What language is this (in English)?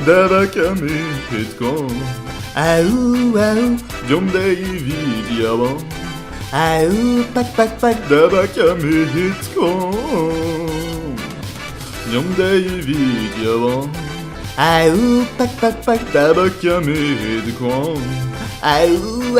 Breton